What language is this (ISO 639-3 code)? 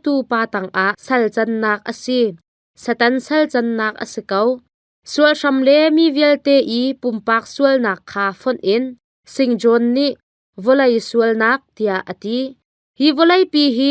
cnh